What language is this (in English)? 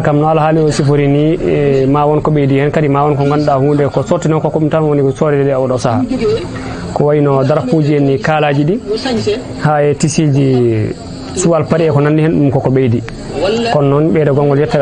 Fula